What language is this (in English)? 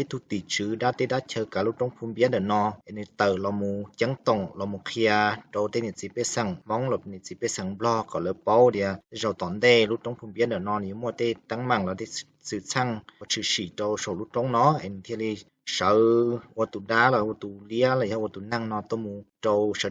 Hmong